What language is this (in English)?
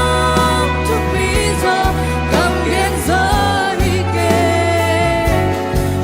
Tedim Chin